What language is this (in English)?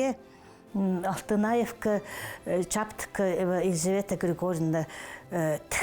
Khakas